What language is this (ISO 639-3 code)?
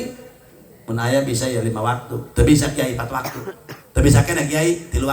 sun